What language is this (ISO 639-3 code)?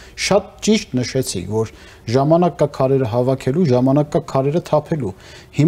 hye